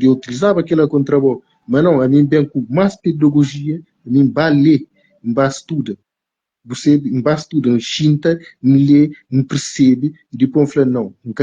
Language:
Kabuverdianu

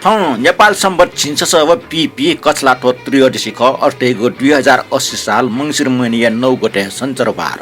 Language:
Newari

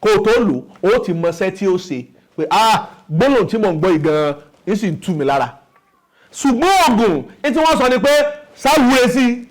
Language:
Yoruba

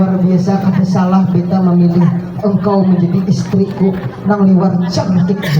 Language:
Banjar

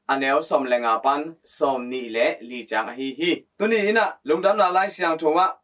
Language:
Tedim Chin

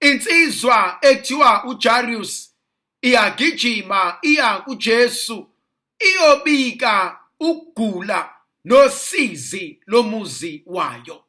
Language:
Zulu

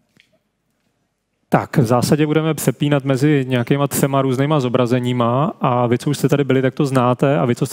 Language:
Czech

